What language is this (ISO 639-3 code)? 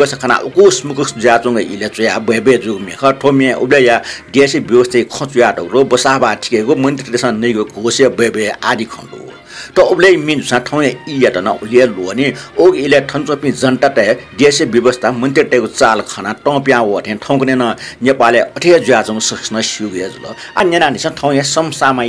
new